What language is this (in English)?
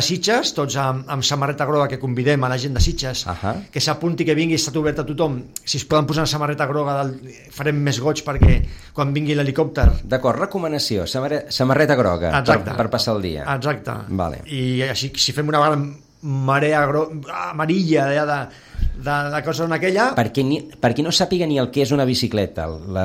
Catalan